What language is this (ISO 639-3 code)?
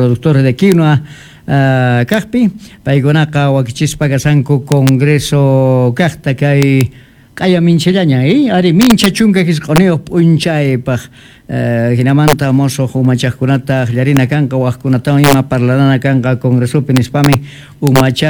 que